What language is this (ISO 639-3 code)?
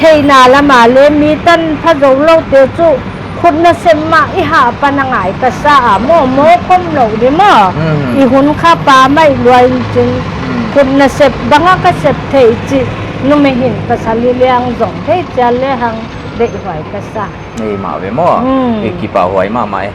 pck